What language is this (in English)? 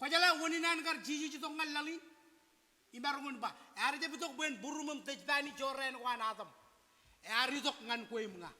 Marshallese